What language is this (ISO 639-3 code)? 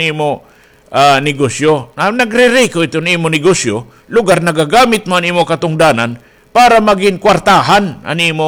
war